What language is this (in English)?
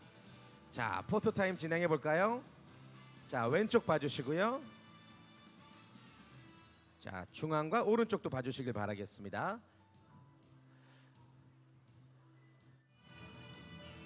Korean